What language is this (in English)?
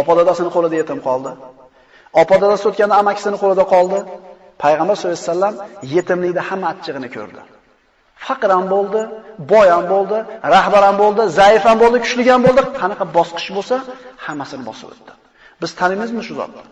Uzbek